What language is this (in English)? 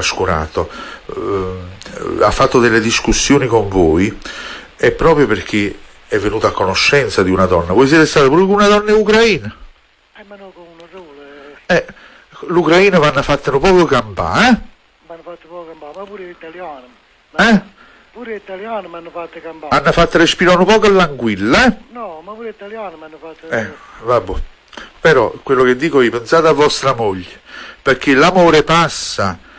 Italian